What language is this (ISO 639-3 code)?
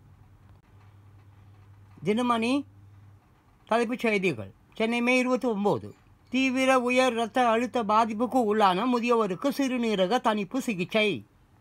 tam